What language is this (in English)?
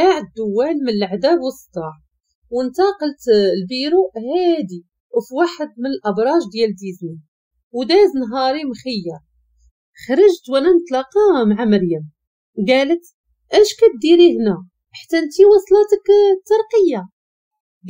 Moroccan Arabic